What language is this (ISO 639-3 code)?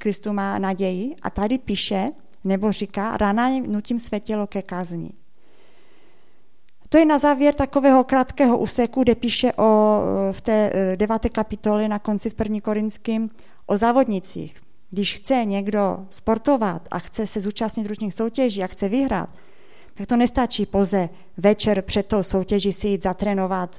ces